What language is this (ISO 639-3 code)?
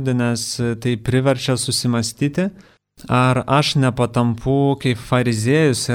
lit